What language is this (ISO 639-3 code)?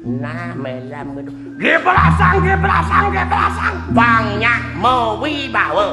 ban